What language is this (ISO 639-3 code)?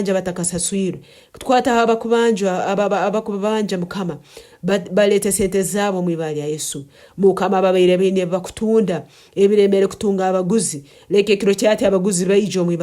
nyn